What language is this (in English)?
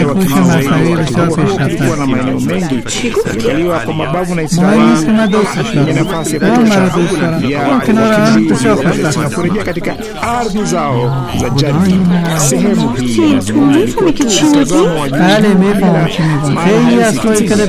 Swahili